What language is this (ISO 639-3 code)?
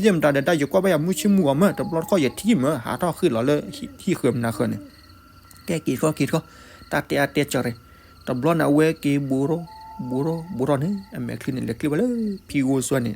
ksw